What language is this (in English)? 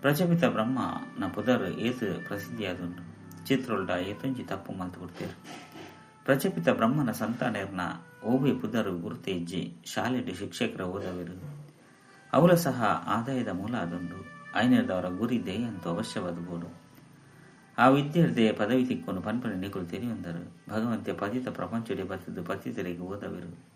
Tulu